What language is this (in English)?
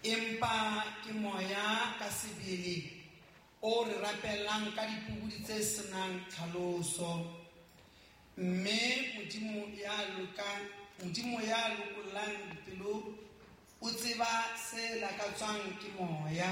Southern Sotho